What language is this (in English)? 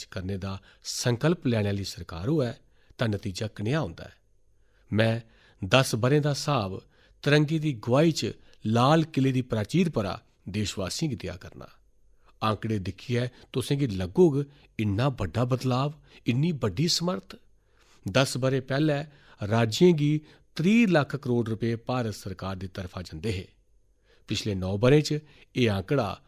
Dogri